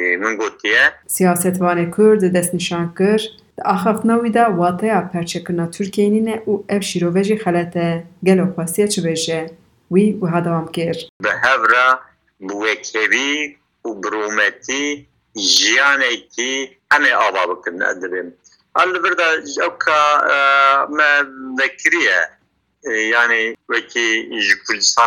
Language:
Kurdish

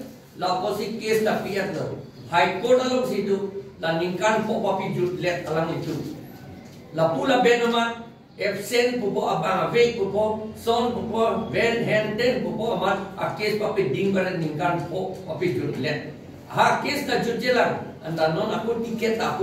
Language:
Karbi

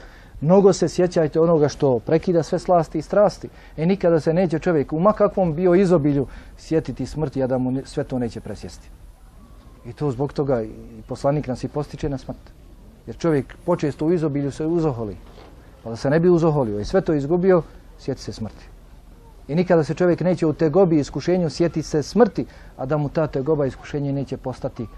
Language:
Bosnian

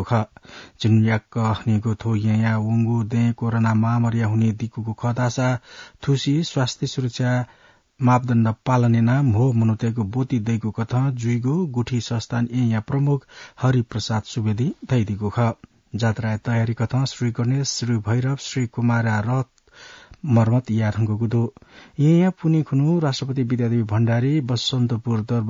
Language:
Newari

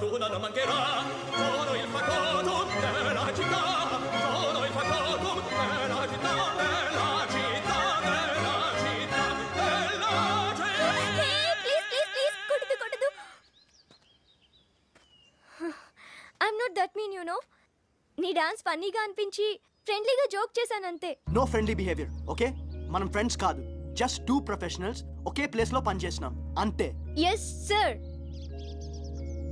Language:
Telugu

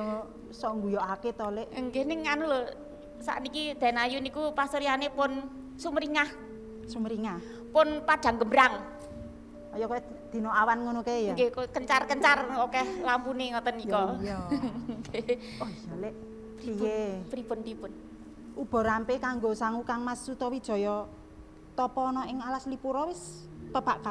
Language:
Javanese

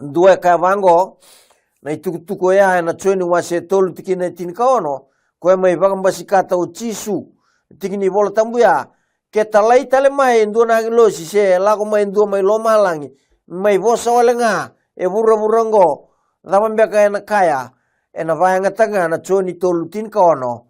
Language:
Fijian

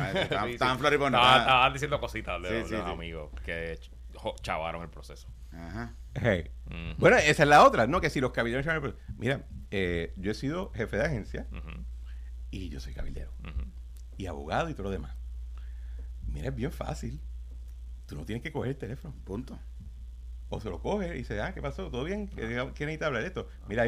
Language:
Spanish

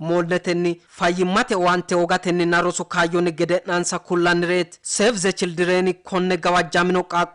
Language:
Sidamo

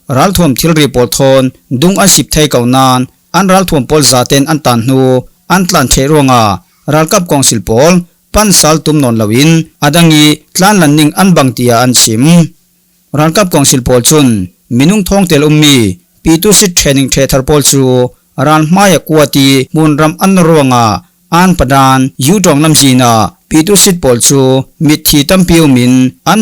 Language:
Falam Chin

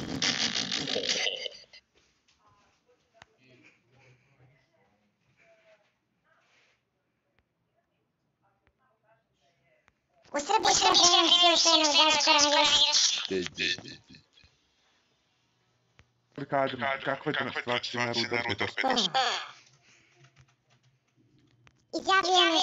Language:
Serbian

